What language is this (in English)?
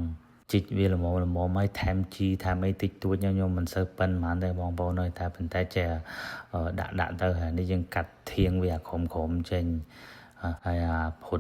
Khmer